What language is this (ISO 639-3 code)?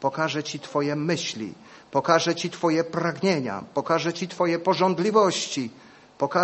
pol